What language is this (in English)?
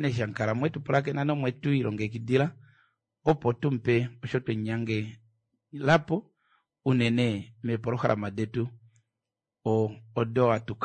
Kuanyama